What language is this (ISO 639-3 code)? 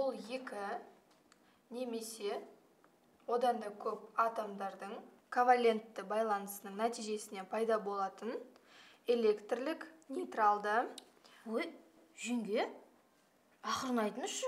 kaz